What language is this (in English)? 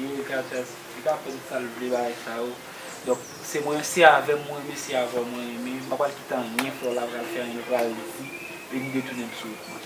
Haitian Creole